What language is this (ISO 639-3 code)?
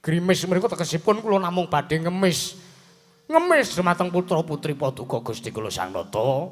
jav